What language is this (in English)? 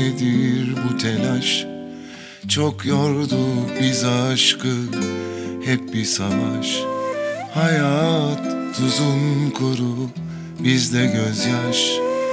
Turkish